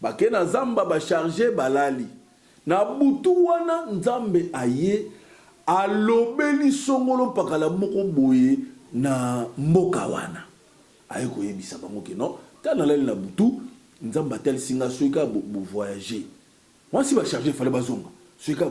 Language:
Lingala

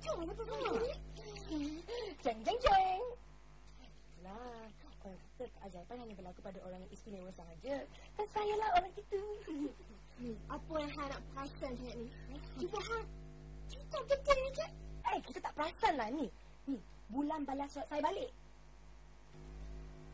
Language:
Malay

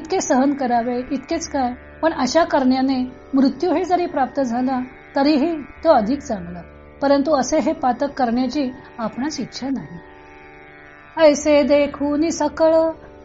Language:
Marathi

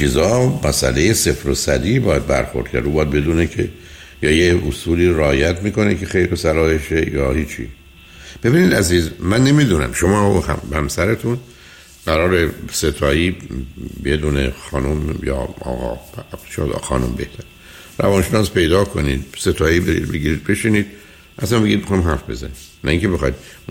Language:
Persian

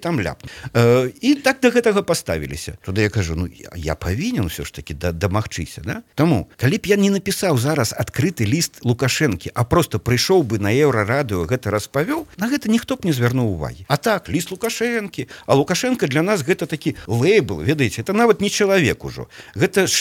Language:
Belarusian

